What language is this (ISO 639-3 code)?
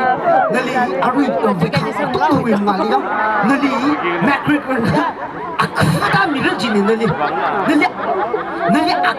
nmf